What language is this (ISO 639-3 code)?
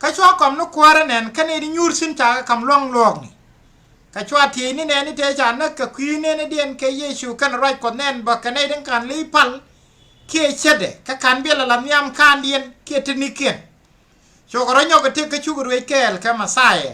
nus